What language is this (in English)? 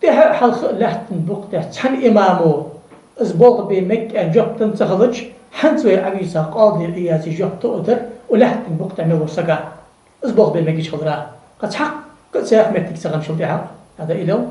Ingush